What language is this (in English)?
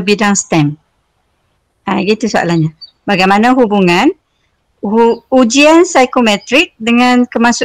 Malay